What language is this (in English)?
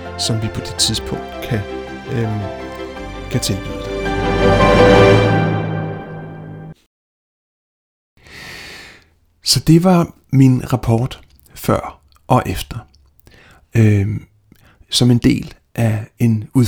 Danish